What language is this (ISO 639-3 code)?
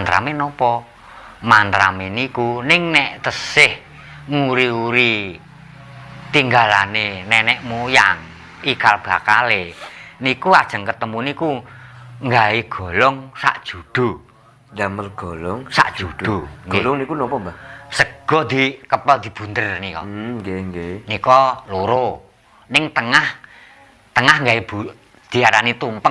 jav